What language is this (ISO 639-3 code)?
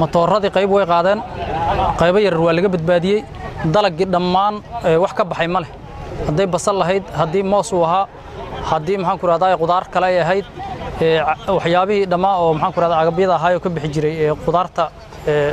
som